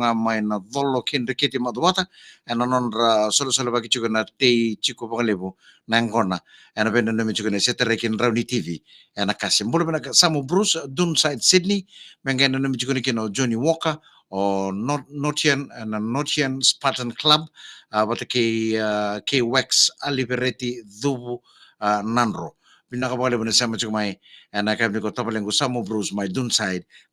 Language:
Fijian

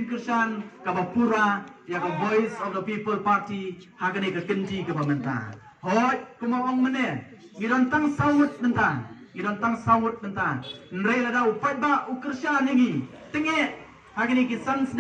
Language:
Khasi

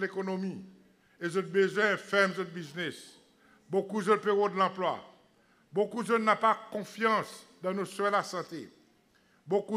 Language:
Seselwa Creole French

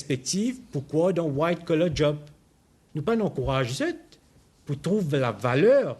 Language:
Morisyen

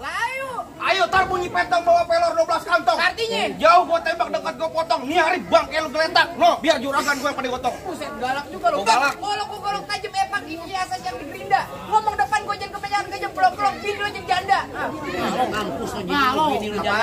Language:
Betawi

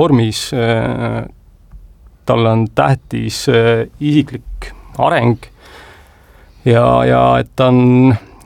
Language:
Estonian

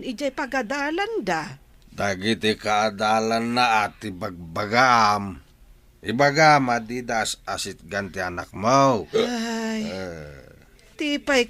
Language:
Iloko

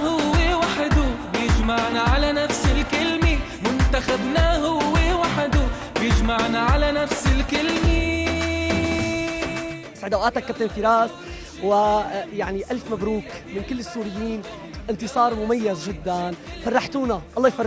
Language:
North Levantine Arabic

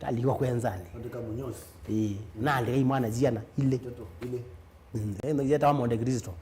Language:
Kamba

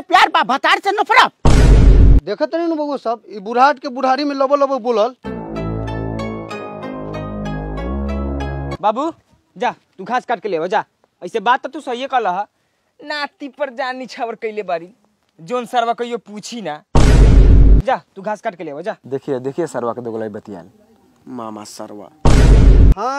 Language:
Bhojpuri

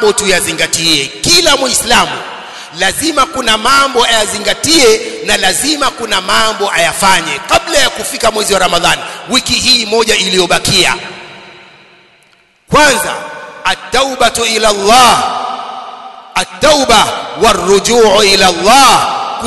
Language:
Swahili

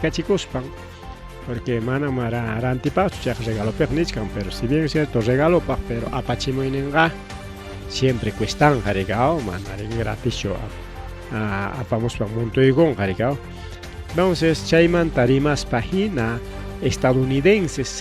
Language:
Ayacucho Quechua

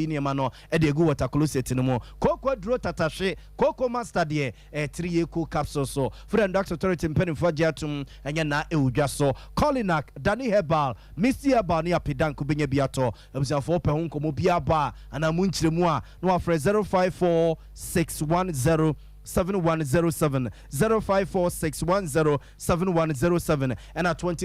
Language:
Akan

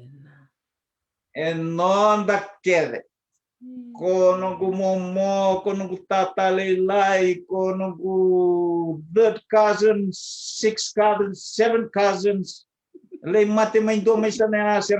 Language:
Fijian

